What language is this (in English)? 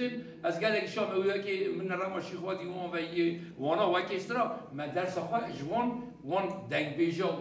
Kurdish